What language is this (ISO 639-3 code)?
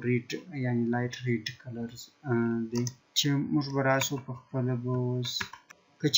pus